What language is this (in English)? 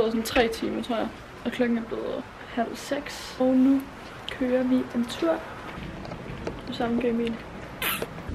Danish